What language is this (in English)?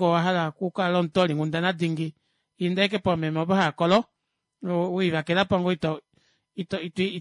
Kuanyama